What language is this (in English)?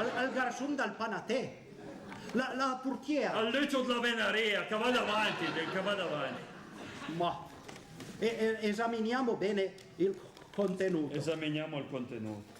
Piedmontese